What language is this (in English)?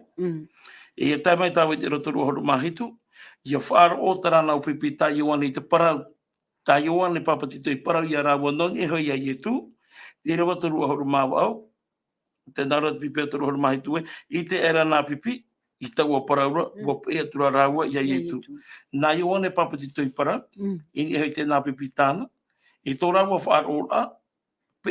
Tahitian